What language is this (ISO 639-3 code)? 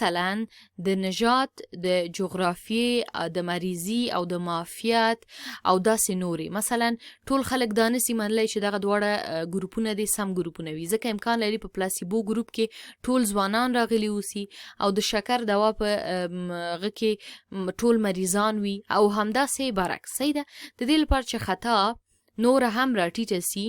pus